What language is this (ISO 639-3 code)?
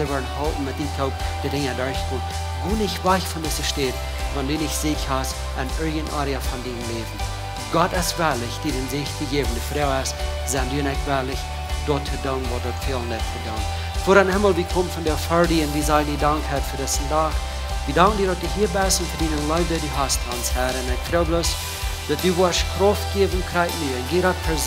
pdt